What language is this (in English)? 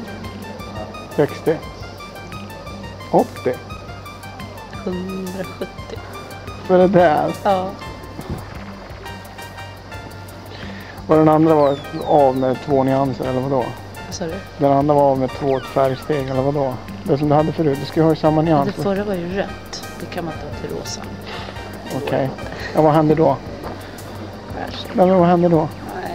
Swedish